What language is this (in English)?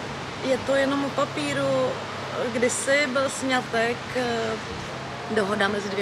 Czech